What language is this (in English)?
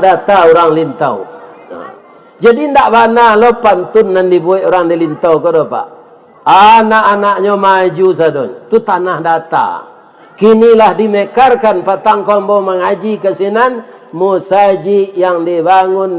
Minangkabau